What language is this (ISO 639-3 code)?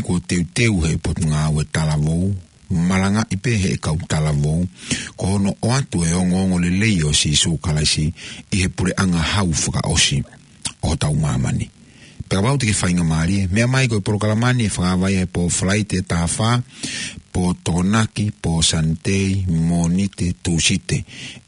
ton